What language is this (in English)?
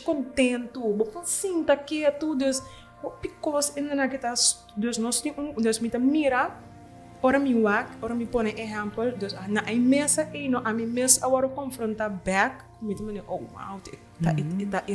Papiamento